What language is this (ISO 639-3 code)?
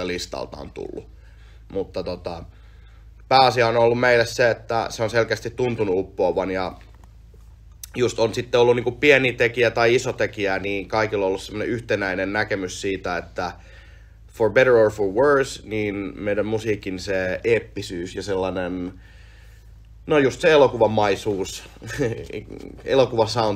fin